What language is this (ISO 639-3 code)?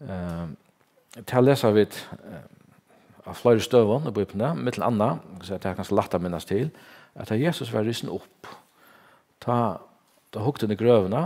fao